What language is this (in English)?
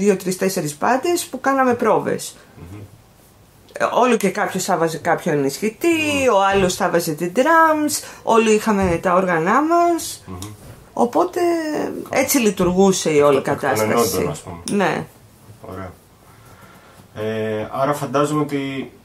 Greek